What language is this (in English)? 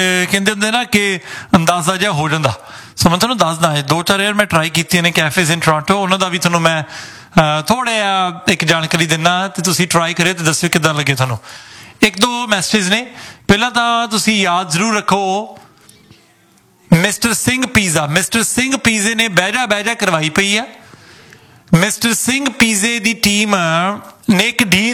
Punjabi